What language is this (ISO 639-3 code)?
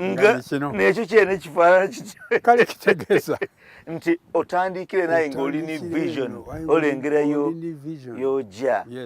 xog